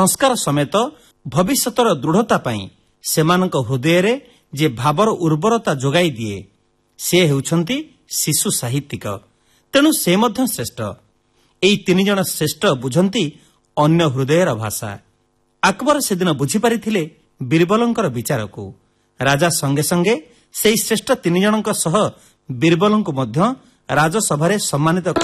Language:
Odia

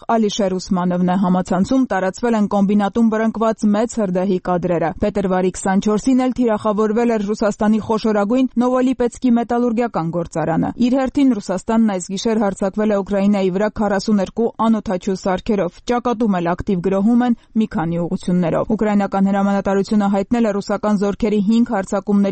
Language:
Armenian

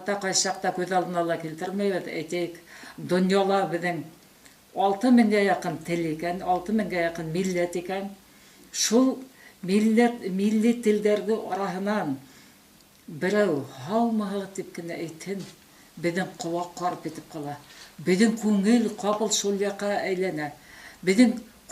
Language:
Bashkir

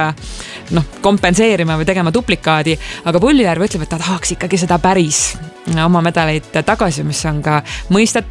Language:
Estonian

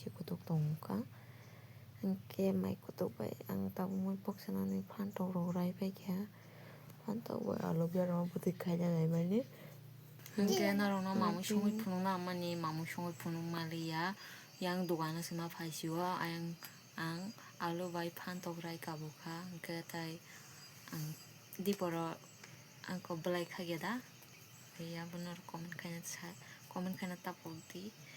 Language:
Kok Borok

